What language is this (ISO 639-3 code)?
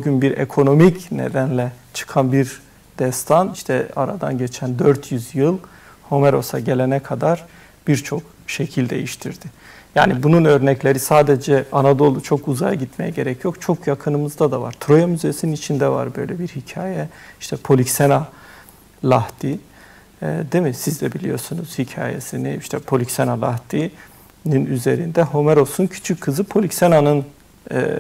tur